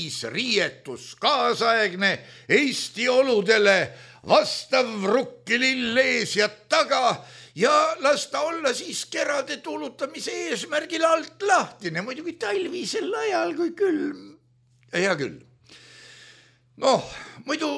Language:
Estonian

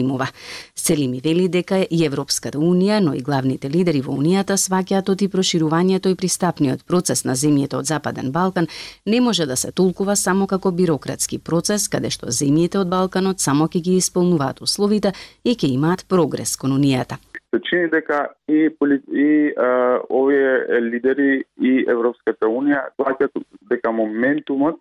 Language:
Macedonian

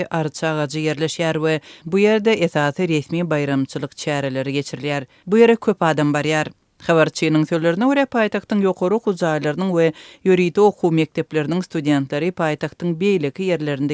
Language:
Turkmen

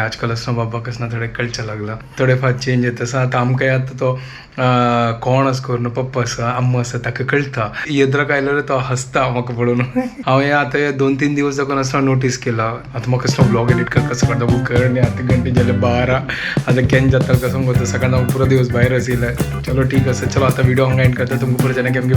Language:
Konkani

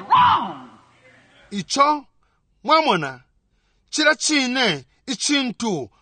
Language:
Bemba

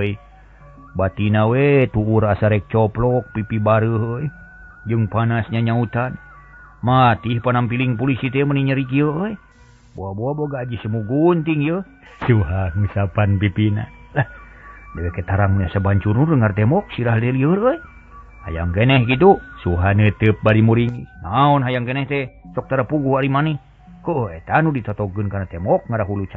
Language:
Sundanese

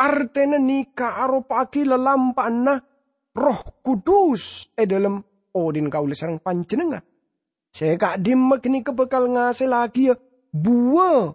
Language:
Madurese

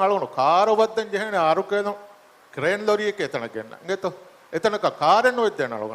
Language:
Divehi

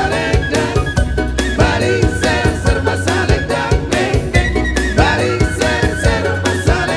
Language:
Batak Toba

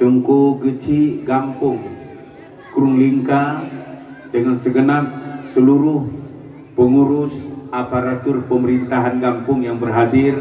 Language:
Achinese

